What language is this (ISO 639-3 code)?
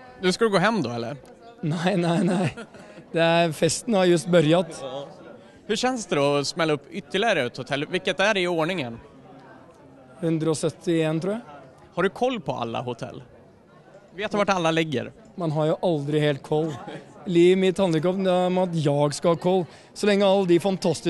swe